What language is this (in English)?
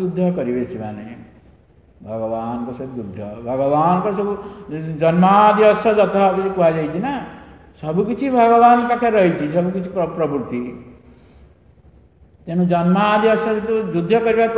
Odia